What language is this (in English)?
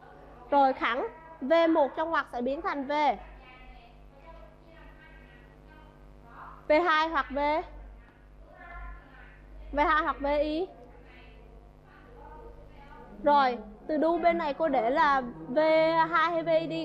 Vietnamese